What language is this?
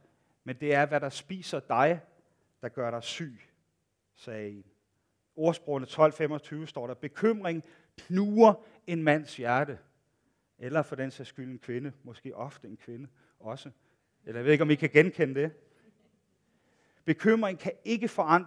Danish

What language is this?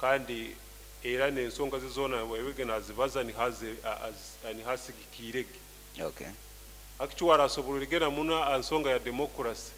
Nyoro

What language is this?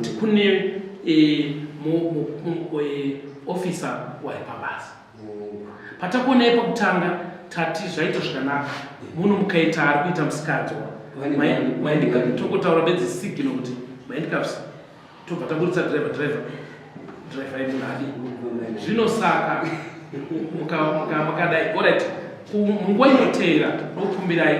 Shona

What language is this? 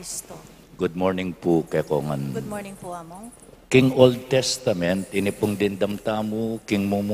Pampanga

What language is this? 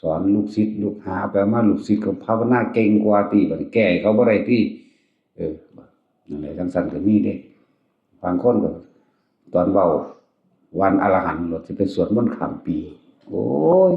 Northeastern Thai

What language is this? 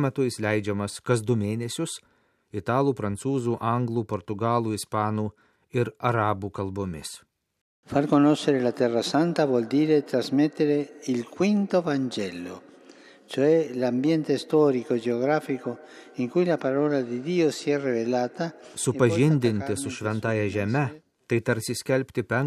Lithuanian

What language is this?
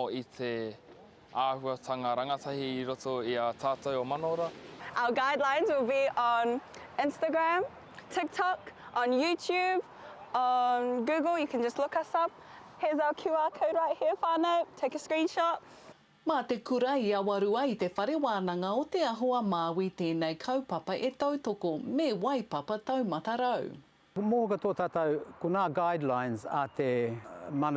Māori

